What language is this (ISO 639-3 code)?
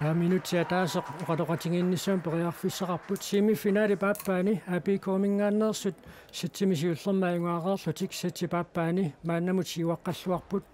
kal